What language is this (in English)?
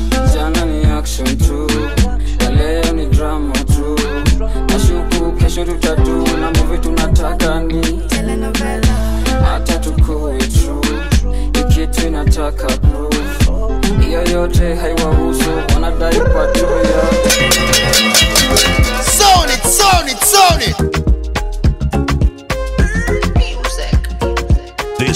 Swahili